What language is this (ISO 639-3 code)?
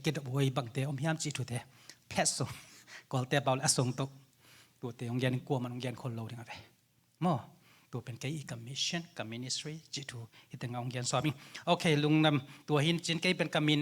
ctd